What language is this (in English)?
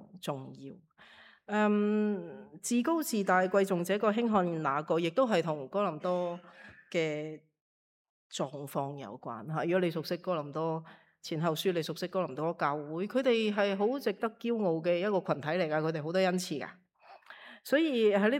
Cantonese